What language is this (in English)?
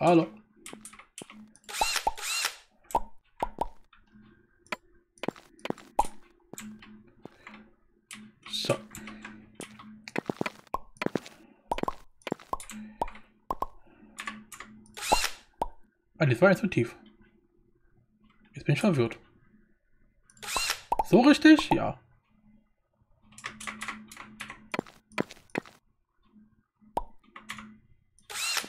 German